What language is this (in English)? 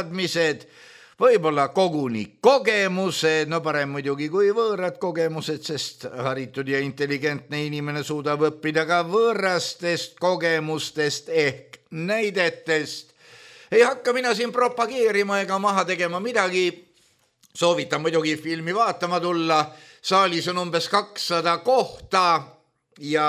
Estonian